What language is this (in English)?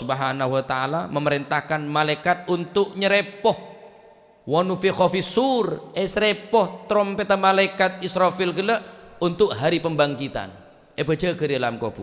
Madurese